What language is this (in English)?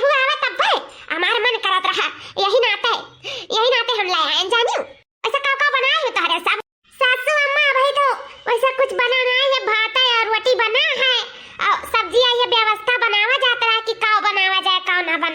Awadhi